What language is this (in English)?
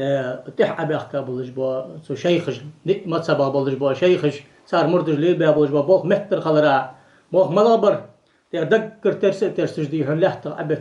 Ingush